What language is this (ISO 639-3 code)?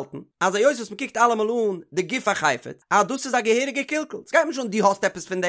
yid